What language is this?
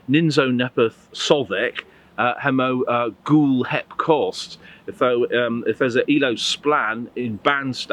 Cornish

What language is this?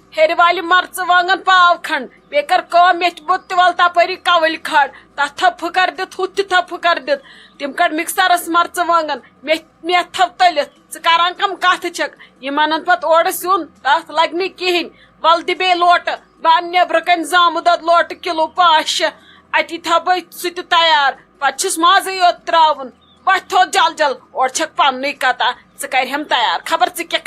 Kashmiri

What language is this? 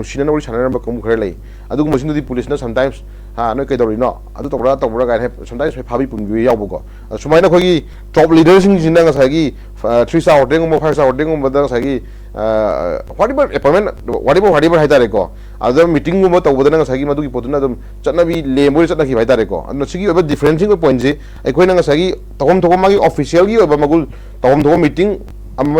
Manipuri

